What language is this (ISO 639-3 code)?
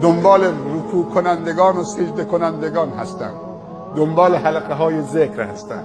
fas